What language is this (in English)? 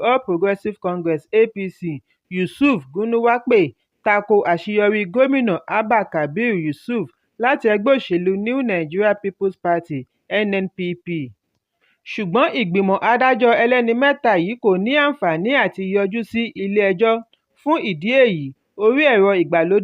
Yoruba